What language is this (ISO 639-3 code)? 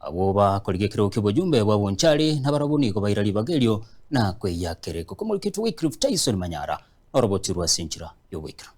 guz